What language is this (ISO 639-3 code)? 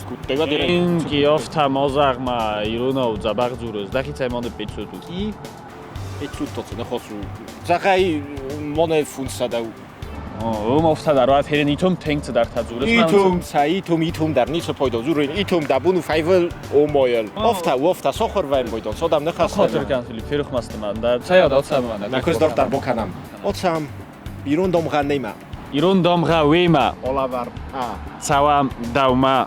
oss